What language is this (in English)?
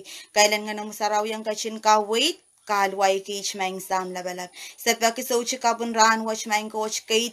Pohnpeian